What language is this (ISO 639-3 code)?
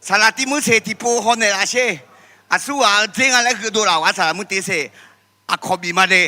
ahk